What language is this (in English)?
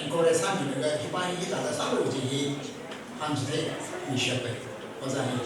Tangkhul Naga (India)